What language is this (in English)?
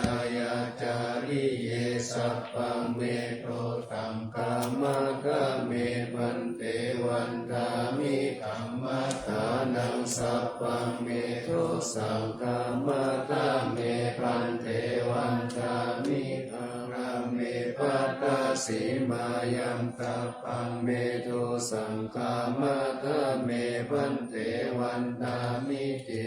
Pali